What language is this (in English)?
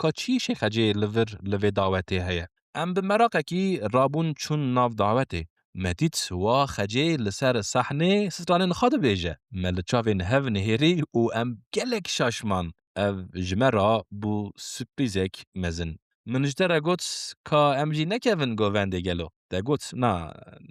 Kurdish